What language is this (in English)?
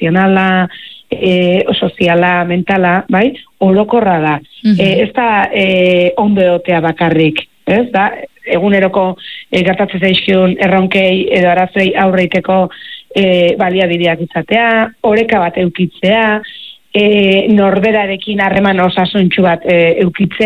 Basque